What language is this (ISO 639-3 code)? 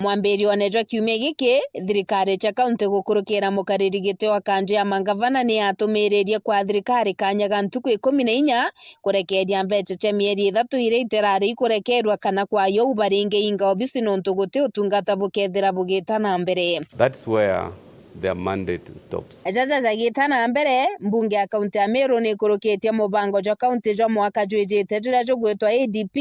mer